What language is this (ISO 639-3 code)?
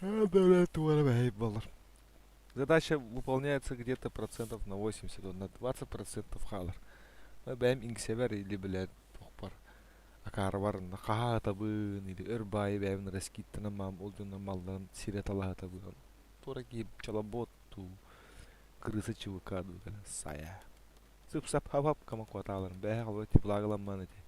sah